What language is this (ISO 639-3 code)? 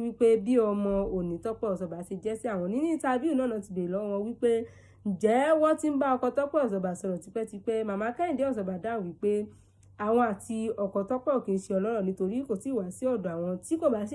yor